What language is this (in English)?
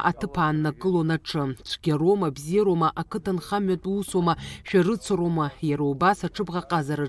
Abkhazian